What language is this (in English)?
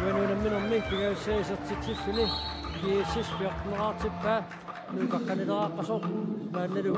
Kalaallisut